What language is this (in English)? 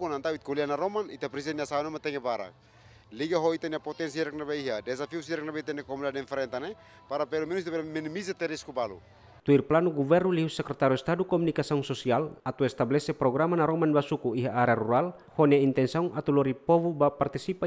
Tetum